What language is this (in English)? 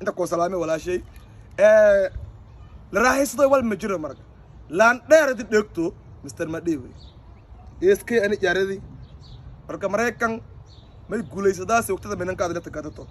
Somali